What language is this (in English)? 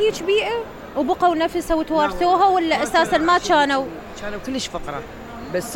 Mesopotamian Arabic